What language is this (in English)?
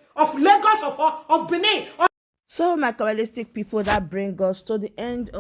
Nigerian Pidgin